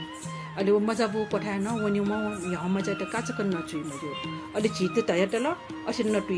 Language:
Newari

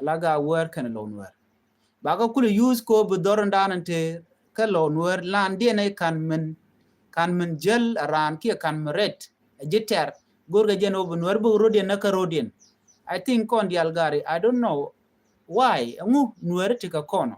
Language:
Nuer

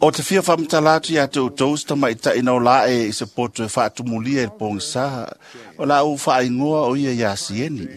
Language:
Samoan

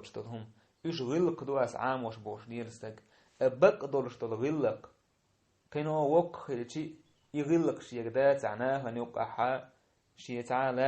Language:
Chechen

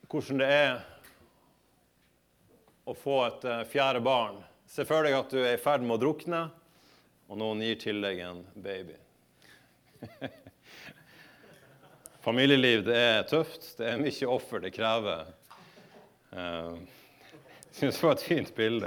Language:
Norwegian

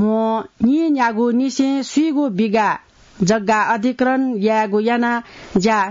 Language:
Newari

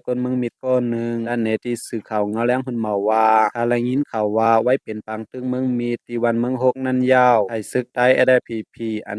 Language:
Shan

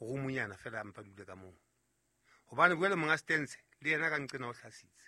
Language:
Southern Sotho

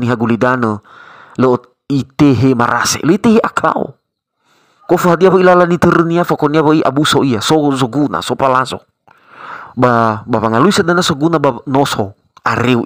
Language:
Nias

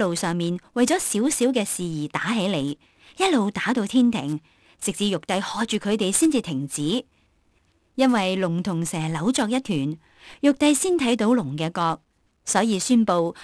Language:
Cantonese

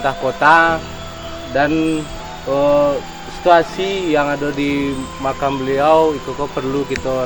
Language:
Minangkabau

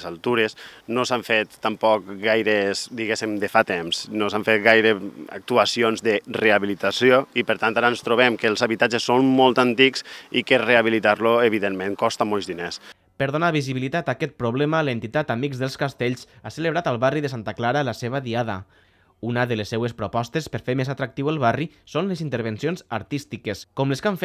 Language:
Catalan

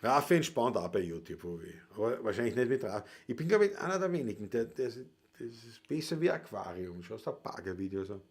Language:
Bavarian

